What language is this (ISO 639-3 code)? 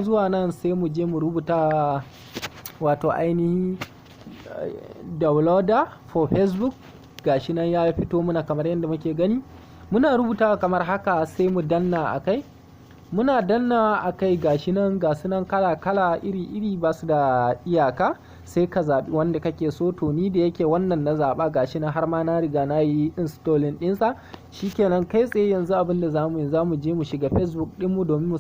hau